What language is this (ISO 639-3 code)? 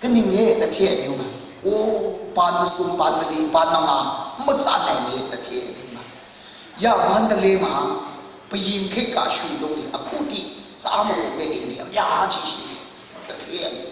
kac